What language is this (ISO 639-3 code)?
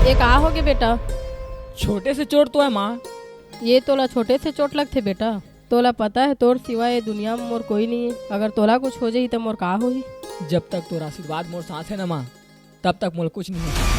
hne